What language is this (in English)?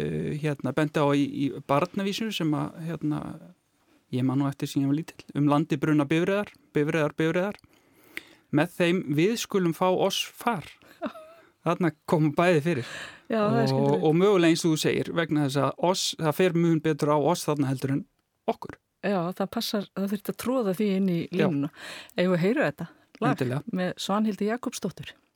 Icelandic